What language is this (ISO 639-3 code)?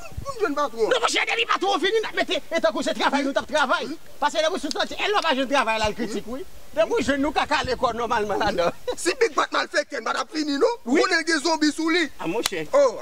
hat